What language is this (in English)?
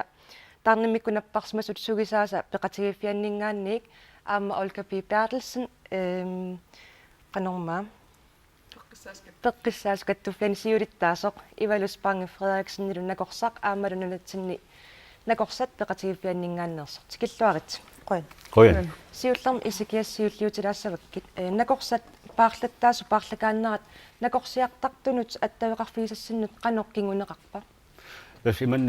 Kalaallisut